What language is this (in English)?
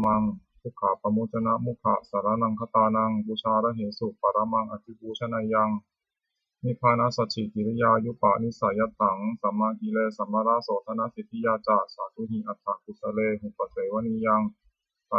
Pali